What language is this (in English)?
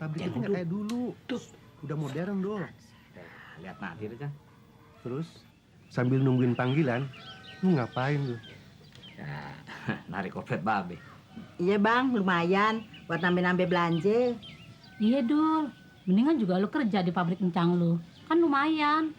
Betawi